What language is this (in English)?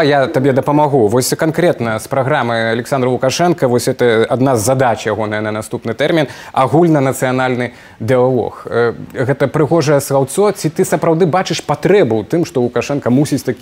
Belarusian